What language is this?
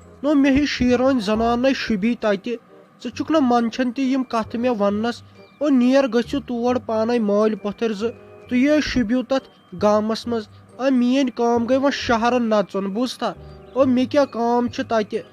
Kashmiri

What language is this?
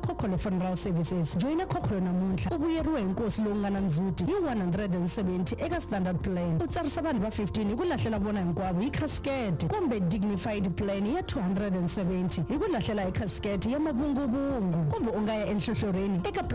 Tsonga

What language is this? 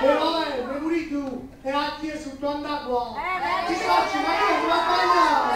Neapolitan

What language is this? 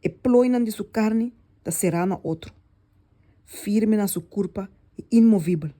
Papiamento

